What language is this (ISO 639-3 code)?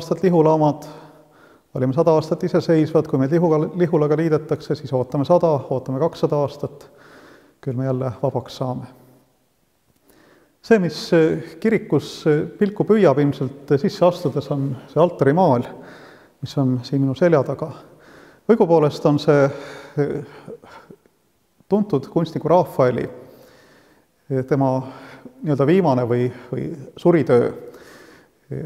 est